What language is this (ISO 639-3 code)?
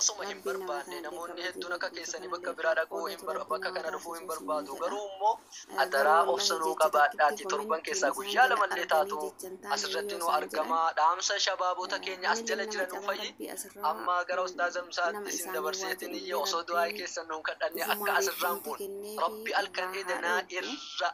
orm